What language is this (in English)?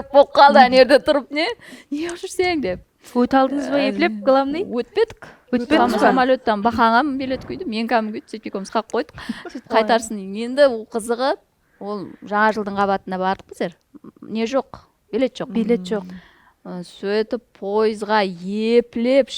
Kara-Kalpak